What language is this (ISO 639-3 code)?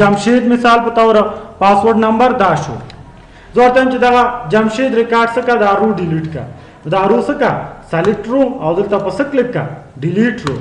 pus